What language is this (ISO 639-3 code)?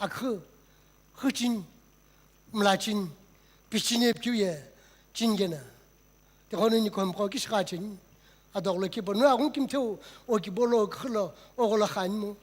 nsm